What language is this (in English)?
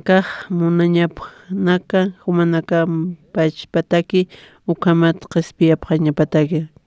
Aymara